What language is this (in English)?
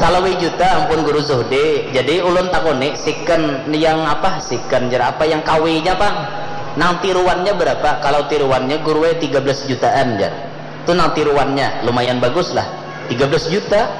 Banjar